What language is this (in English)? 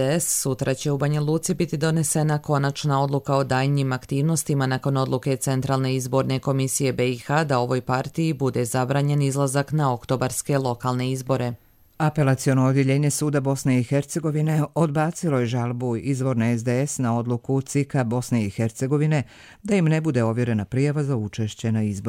Croatian